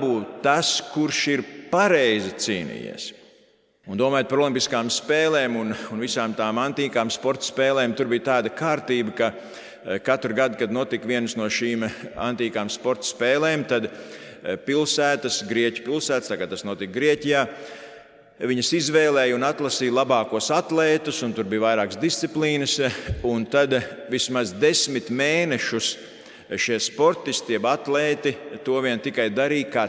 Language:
Latvian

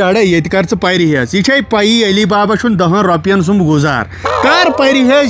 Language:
Kashmiri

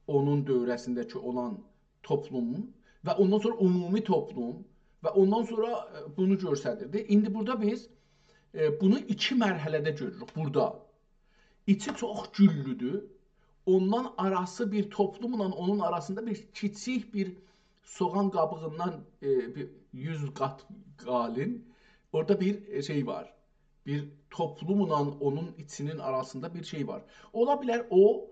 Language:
South Azerbaijani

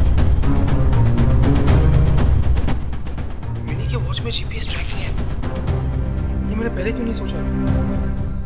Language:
Hindi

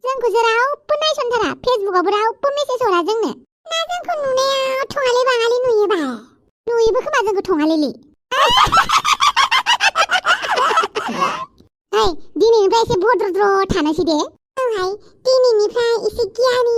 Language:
Bodo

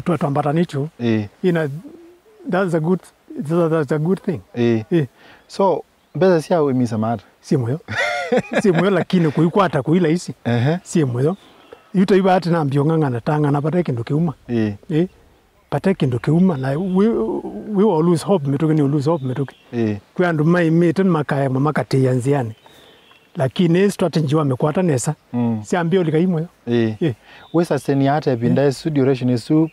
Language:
Kamba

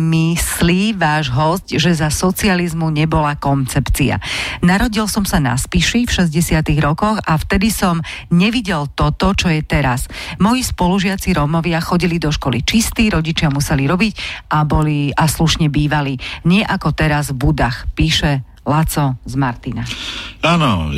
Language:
Slovak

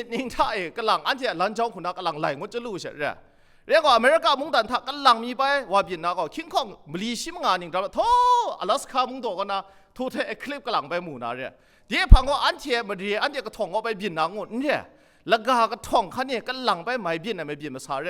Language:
Kachin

